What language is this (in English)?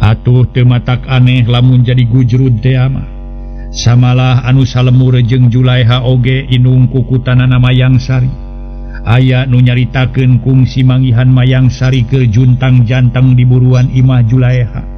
Sundanese